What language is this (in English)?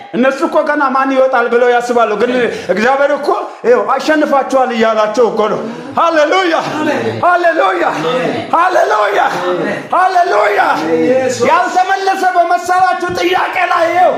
Amharic